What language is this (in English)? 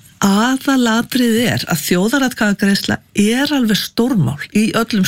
Icelandic